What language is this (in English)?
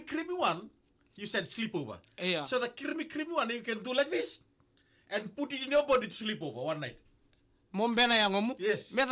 Fijian